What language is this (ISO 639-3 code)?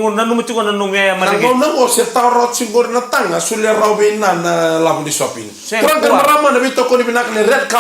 fij